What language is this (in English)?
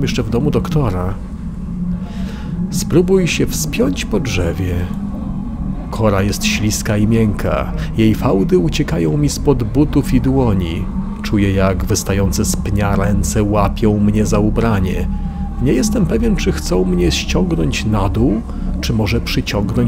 Polish